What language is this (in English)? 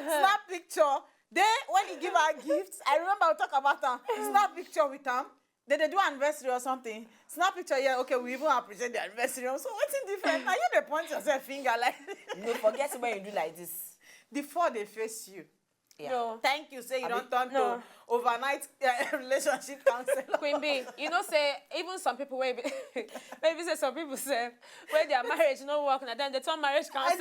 Nigerian Pidgin